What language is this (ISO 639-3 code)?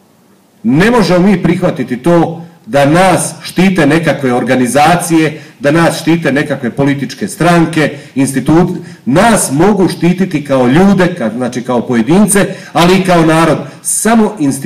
hrv